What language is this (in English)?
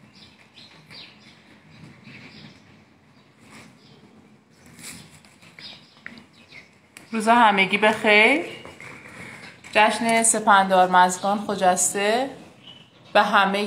Persian